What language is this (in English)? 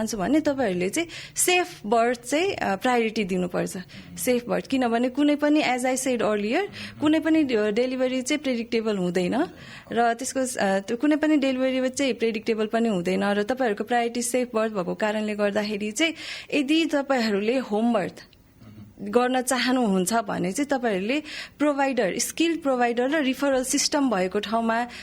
Nepali